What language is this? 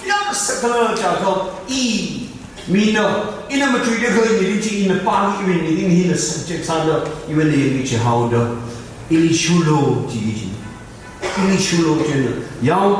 Tangkhul Naga (India)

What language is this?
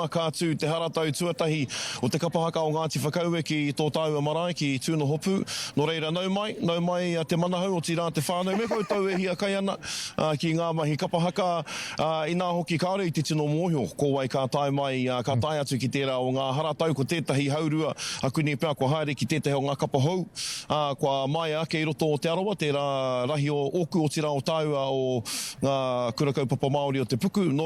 Māori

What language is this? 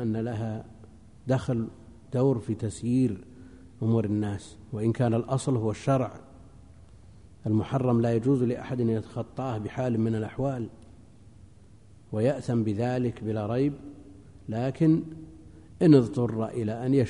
Arabic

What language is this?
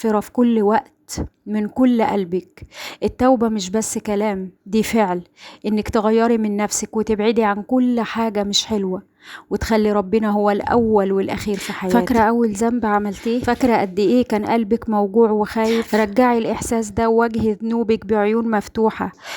Egyptian Arabic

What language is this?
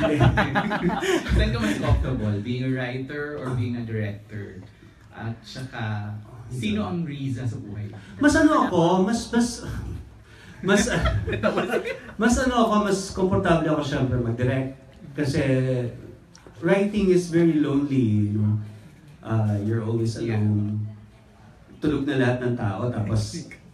Filipino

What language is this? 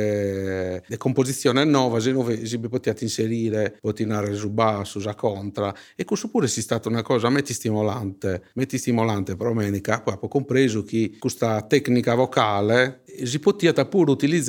Sardinian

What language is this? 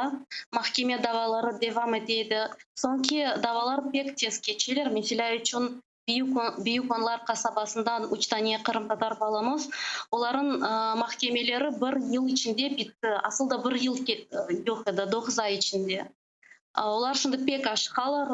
Crimean Tatar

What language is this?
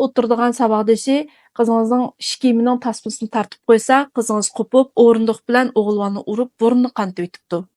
Uyghur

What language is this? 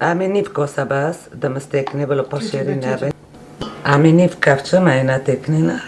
Kurdish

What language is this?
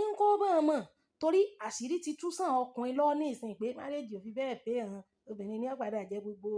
Yoruba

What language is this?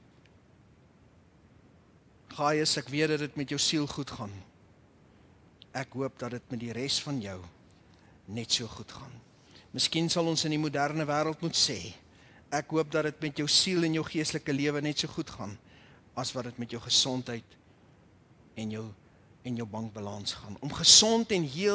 Afrikaans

